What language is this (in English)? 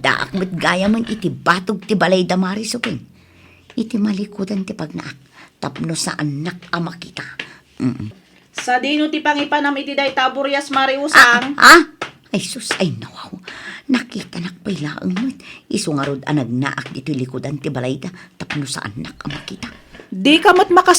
Iloko